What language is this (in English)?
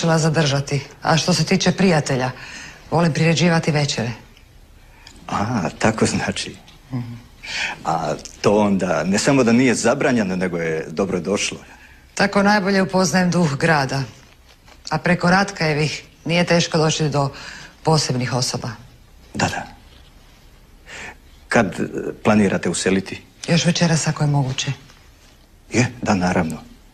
Croatian